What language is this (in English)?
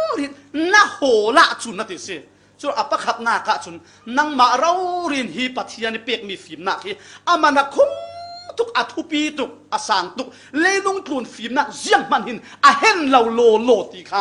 Falam Chin